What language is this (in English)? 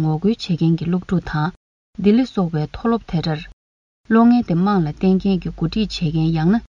Tibetan